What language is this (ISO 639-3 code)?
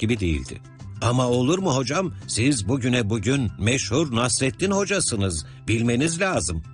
tur